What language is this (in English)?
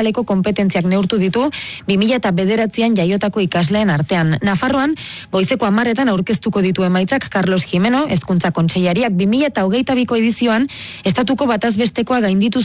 Basque